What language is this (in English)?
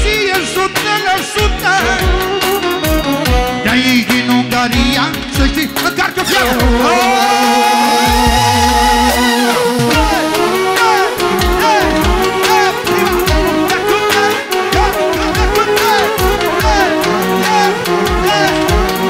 Romanian